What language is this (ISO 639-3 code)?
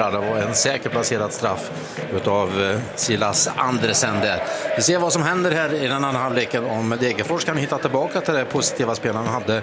swe